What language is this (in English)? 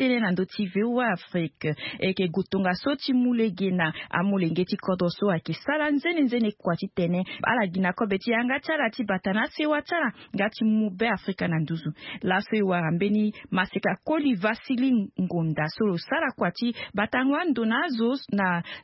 Sango